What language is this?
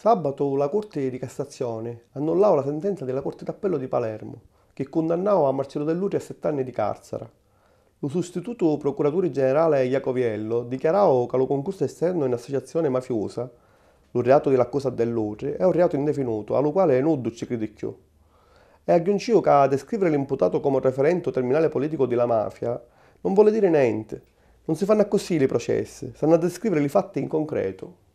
Sicilian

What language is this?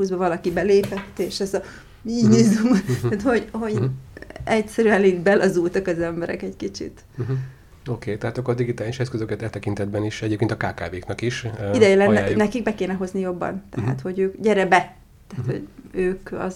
Hungarian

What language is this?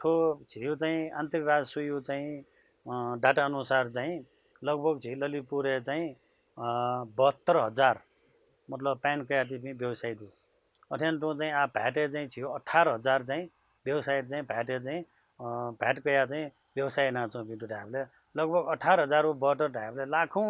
Newari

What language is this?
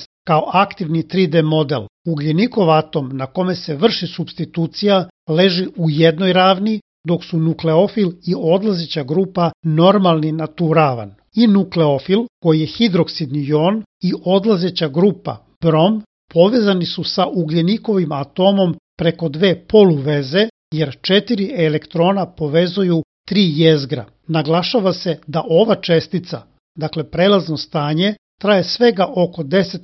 Serbian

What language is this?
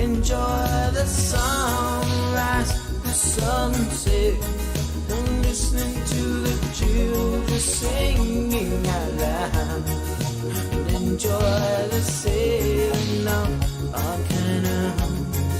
Pohnpeian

